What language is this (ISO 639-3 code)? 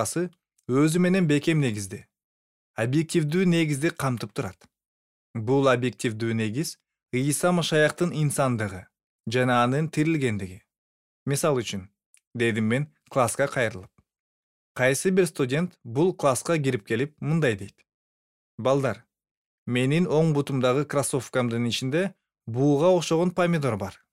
kir